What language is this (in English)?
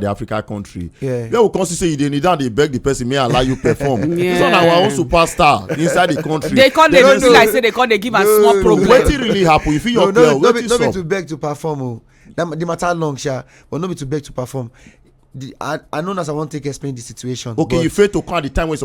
Nigerian Pidgin